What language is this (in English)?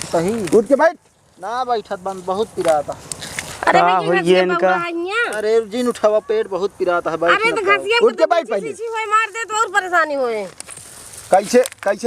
Awadhi